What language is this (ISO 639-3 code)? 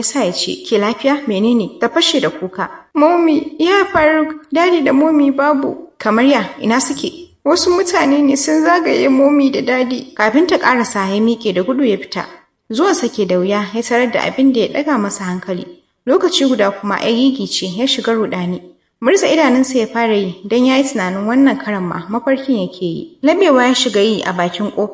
hau